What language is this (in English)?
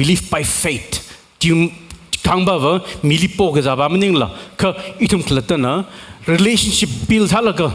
Tangkhul Naga (India)